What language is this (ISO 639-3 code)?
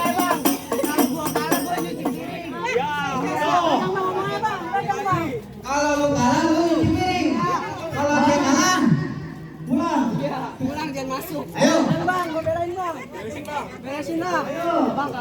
bew